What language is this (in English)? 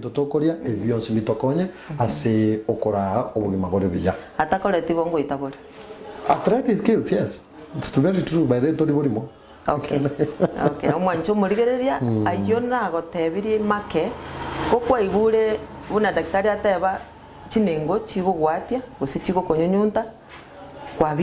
Gusii